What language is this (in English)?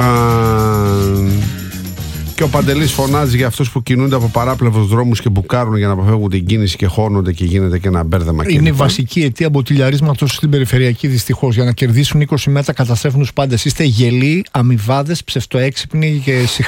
Greek